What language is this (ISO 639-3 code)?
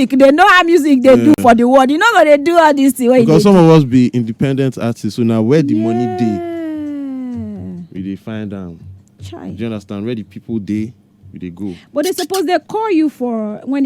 pcm